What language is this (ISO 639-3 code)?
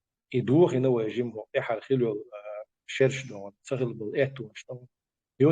che